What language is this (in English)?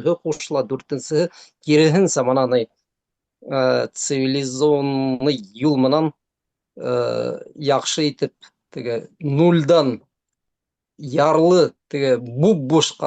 Bashkir